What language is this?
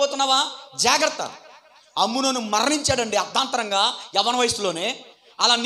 Telugu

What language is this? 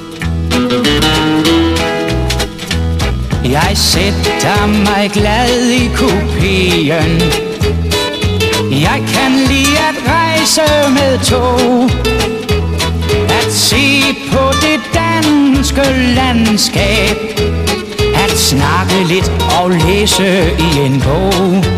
Danish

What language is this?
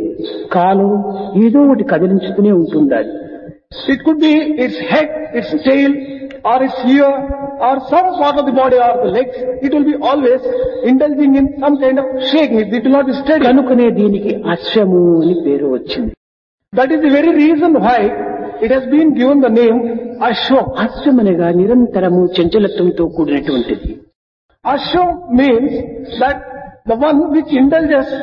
Telugu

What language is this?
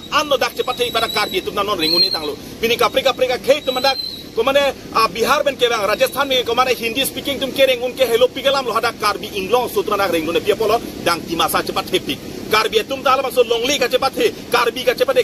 Karbi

